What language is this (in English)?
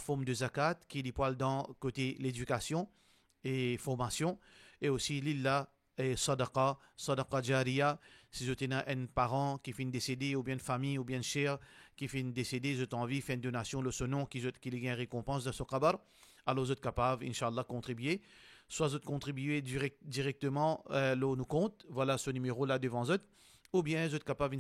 Morisyen